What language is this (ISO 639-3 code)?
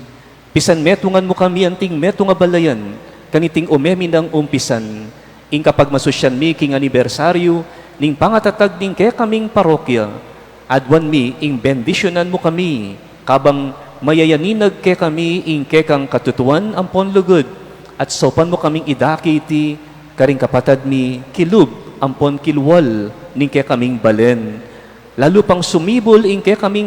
pam